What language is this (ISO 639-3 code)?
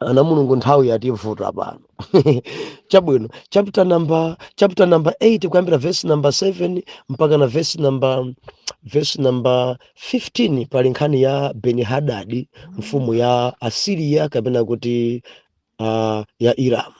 nya